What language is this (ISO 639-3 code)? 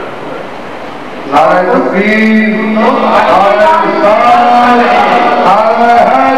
urd